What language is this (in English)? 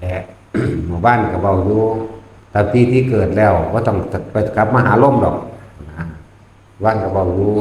Northeastern Thai